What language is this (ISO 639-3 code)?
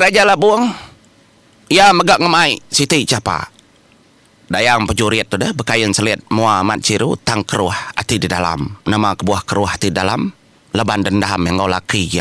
iba